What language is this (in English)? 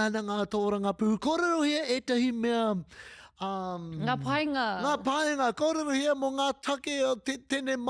Māori